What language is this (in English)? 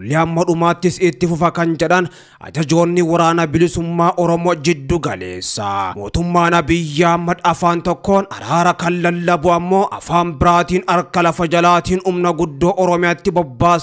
Oromo